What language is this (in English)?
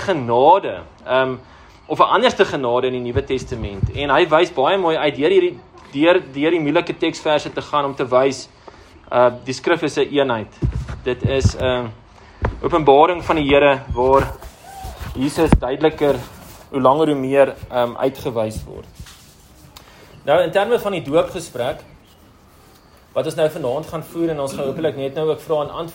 Afrikaans